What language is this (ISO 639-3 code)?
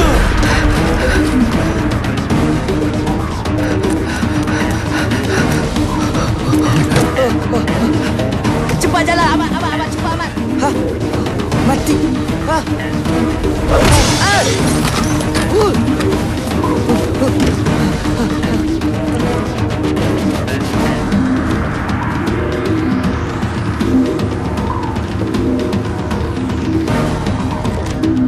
msa